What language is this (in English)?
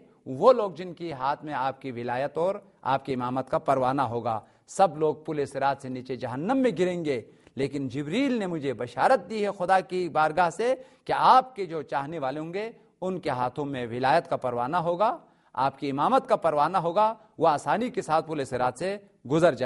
Urdu